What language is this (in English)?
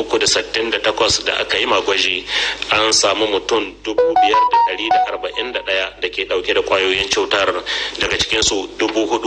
Hausa